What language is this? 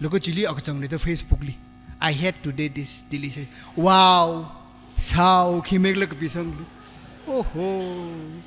Tangkhul Naga (India)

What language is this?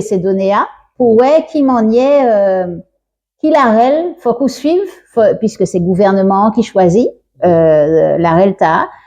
Guadeloupean Creole French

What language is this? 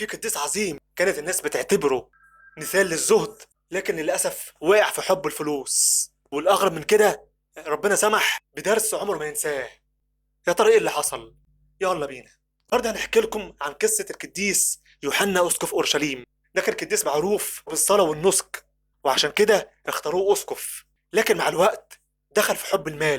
Egyptian Arabic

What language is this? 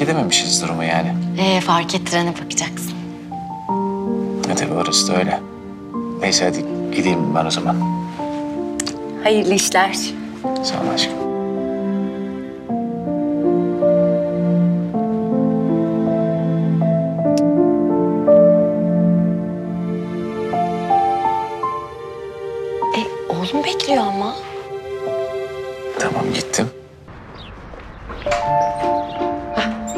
Turkish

